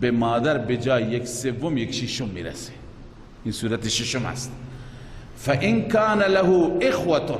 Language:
Persian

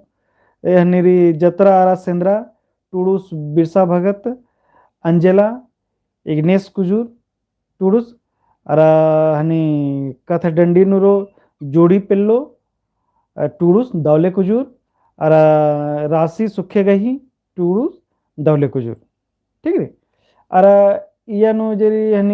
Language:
Kurukh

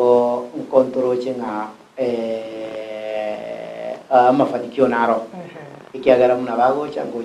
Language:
Gusii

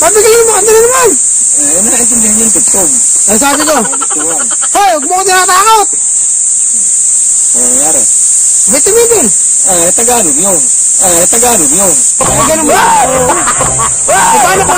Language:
Filipino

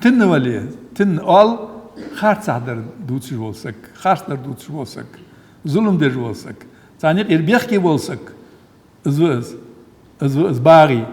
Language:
Ingush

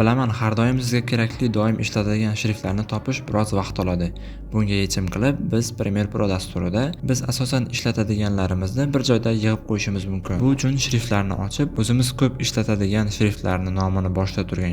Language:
Uzbek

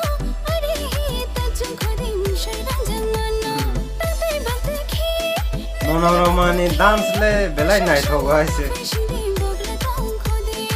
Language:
Kok Borok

